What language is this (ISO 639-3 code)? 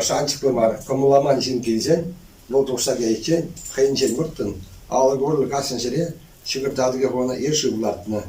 chv